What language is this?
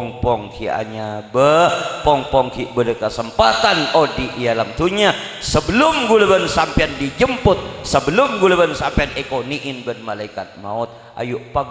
Madurese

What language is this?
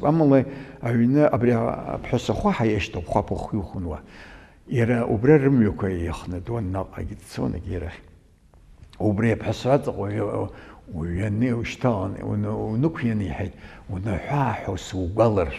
Abkhazian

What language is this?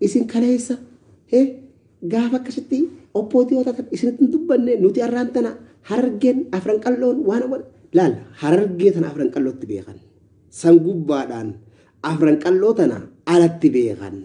Oromo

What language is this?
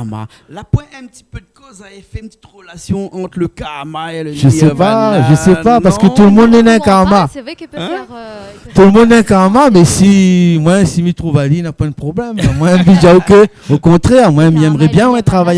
Réunion Creole French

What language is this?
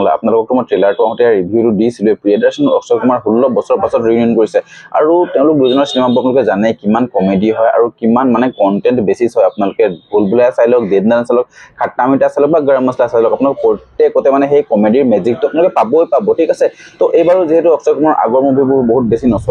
Assamese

